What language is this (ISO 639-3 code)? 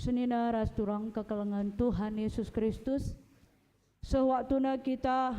btx